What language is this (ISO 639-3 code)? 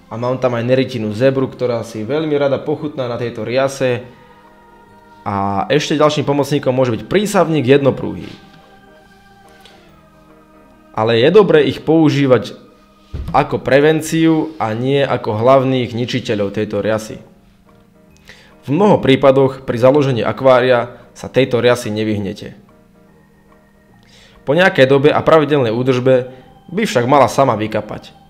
slk